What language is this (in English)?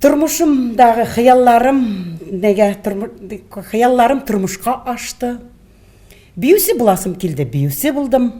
Tatar